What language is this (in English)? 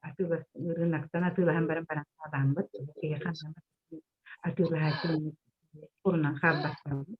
Yakut